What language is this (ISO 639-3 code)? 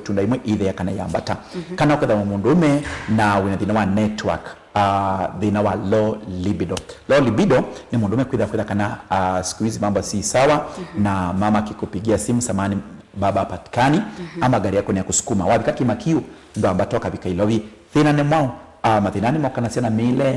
kam